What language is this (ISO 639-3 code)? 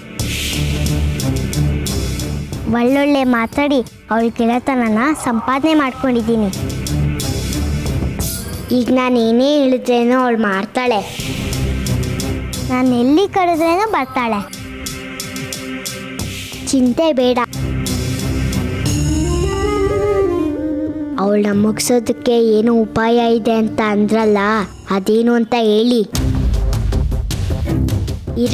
kan